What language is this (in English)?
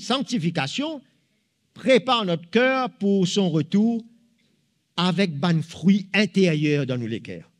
Morisyen